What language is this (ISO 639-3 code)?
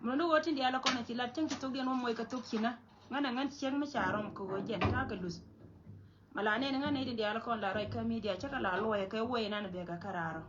nus